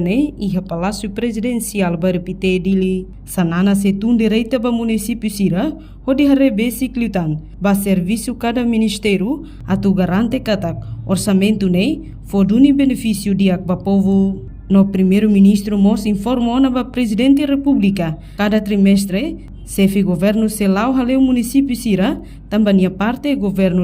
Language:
Tetum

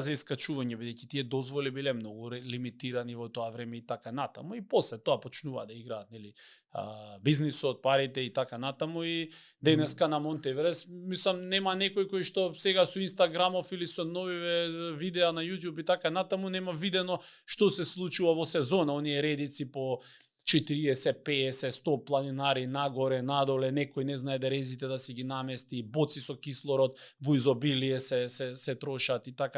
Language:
Macedonian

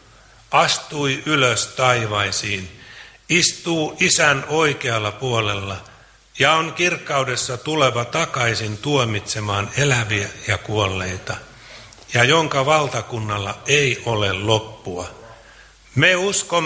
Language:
Finnish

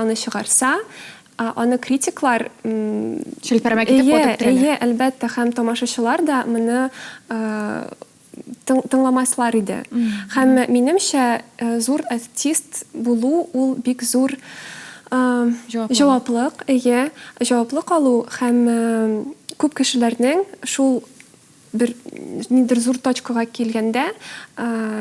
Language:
Tatar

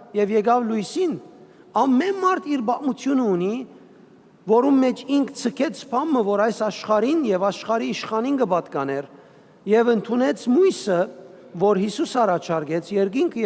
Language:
Western Armenian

